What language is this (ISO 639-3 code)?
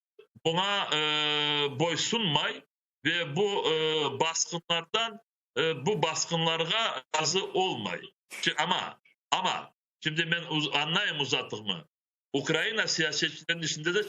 crh